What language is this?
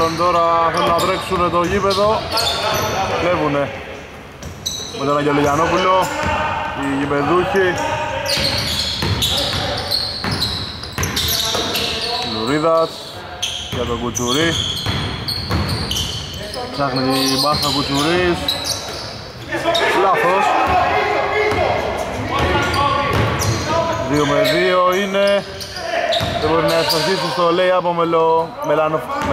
Greek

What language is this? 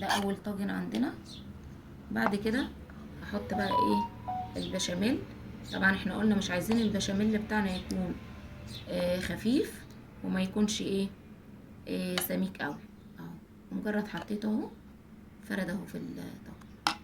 Egyptian Arabic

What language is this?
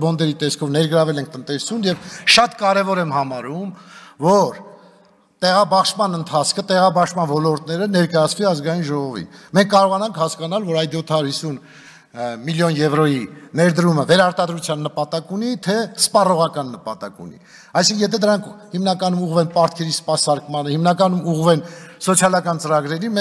Armenian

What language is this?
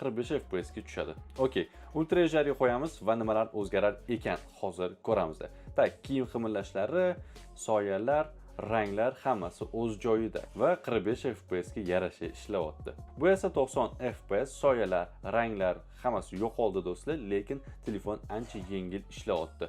Uzbek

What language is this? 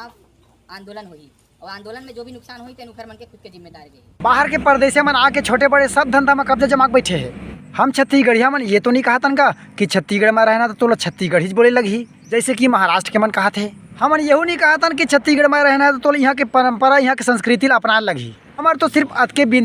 Chhattisgarhi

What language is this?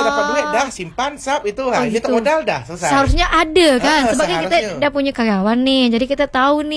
Malay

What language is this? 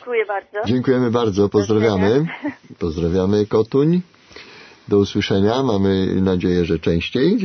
Polish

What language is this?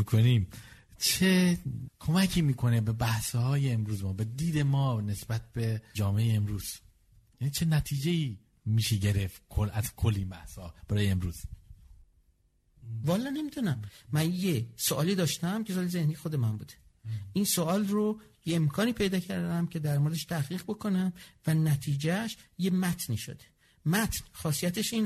Persian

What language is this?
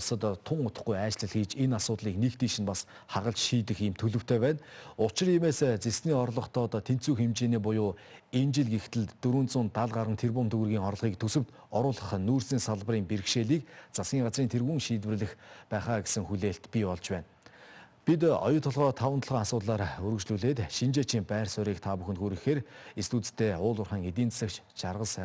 Mongolian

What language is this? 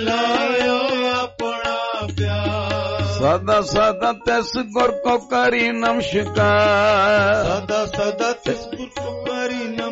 Punjabi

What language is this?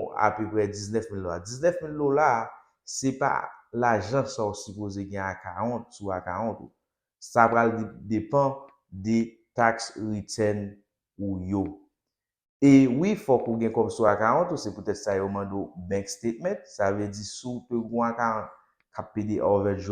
Haitian Creole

